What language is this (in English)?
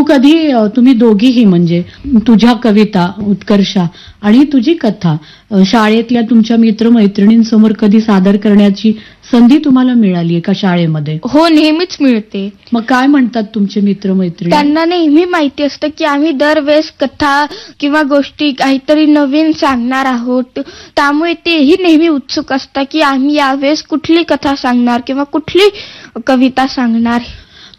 Marathi